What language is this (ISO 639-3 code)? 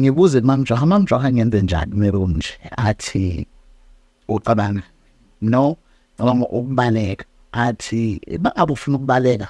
zul